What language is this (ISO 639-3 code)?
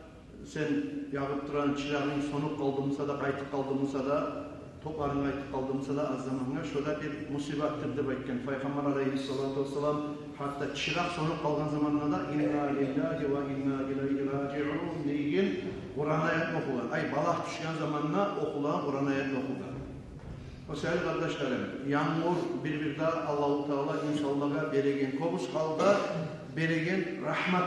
kum